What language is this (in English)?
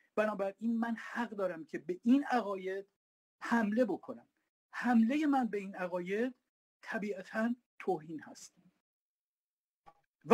Persian